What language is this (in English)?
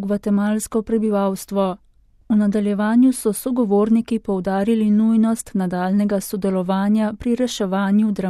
Slovenian